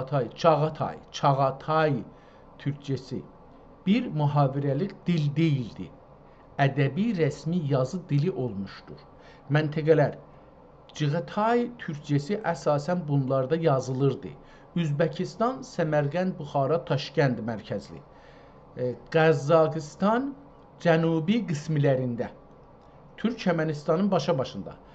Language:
South Azerbaijani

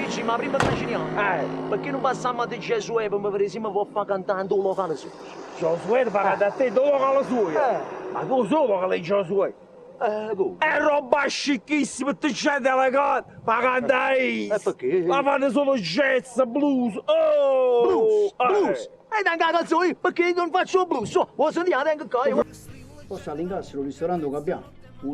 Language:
Neapolitan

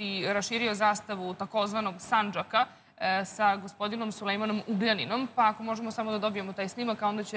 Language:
Serbian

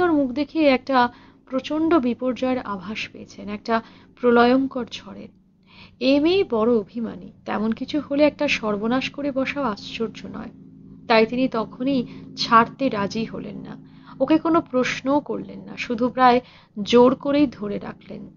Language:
Bangla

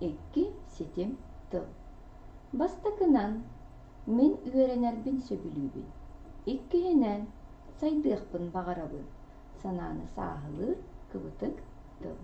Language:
Yakut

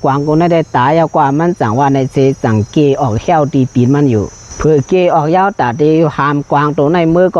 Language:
Shan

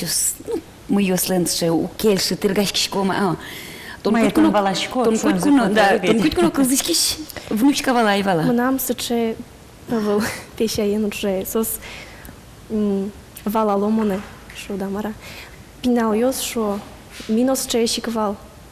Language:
Udmurt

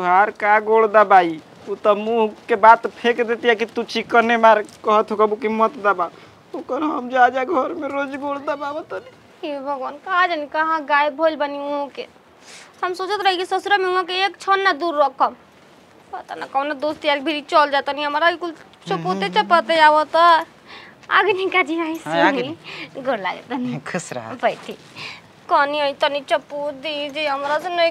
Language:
Bhojpuri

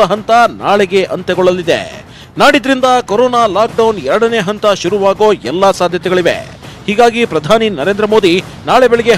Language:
Kannada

